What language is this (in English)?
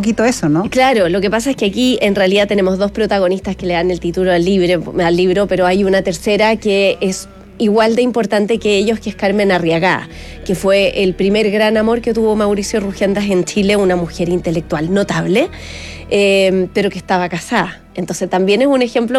Spanish